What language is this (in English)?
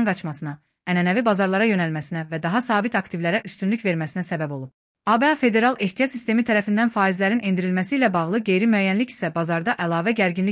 Azerbaijani